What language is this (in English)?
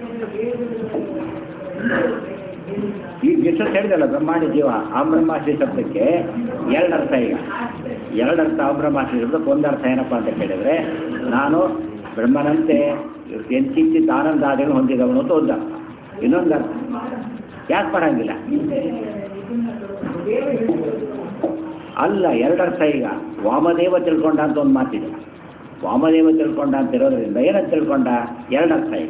Kannada